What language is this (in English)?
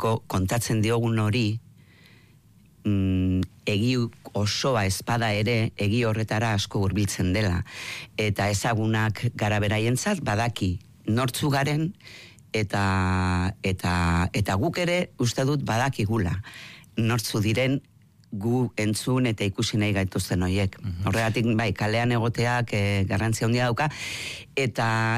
Basque